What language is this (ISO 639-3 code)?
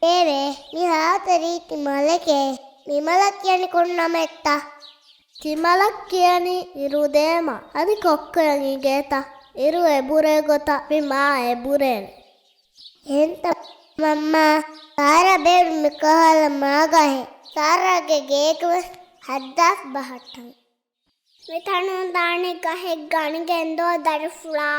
div